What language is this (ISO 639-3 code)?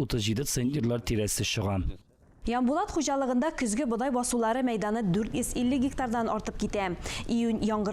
tat